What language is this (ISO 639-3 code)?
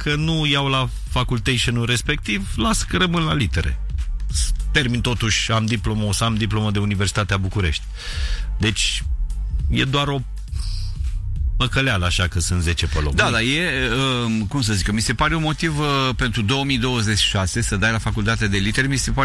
ron